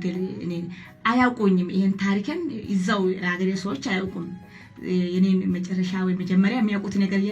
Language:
Amharic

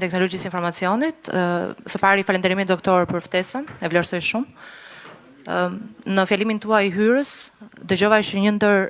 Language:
Albanian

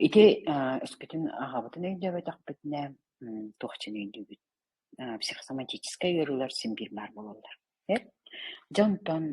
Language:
Yakut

